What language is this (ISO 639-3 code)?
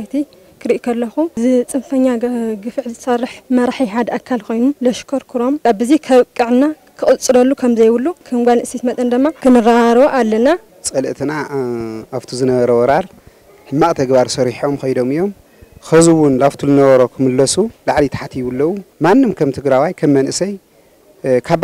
tir